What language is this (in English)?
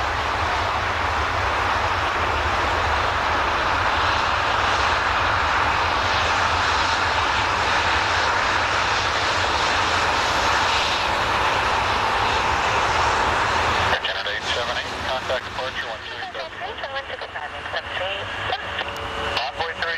English